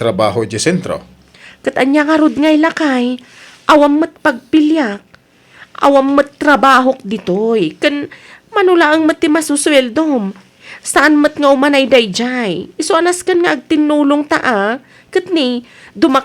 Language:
Iloko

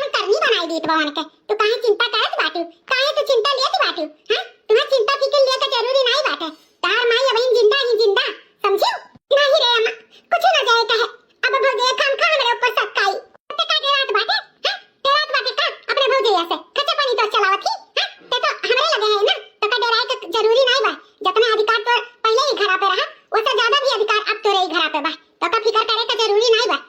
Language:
Awadhi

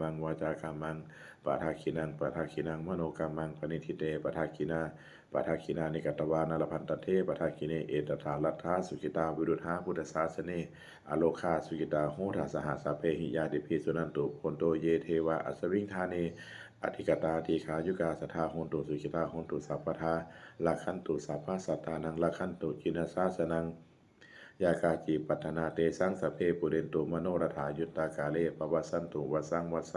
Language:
Pali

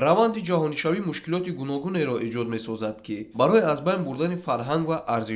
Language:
Tajik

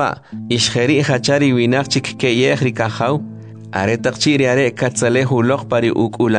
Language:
Kʼicheʼ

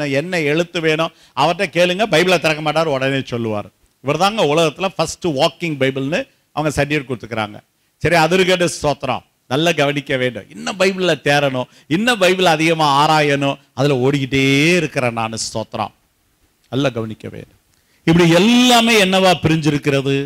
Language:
Tamil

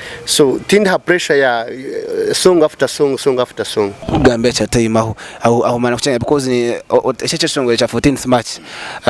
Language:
Nyankole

